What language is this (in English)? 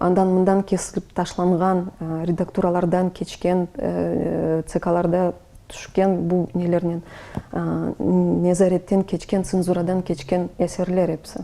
Crimean Tatar